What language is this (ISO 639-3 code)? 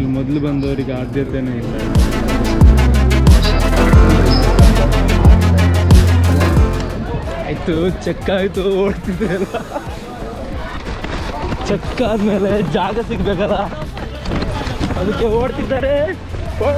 kan